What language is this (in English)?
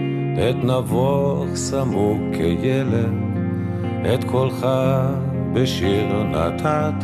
Hebrew